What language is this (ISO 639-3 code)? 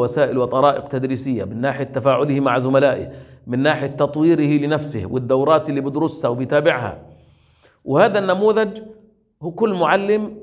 ara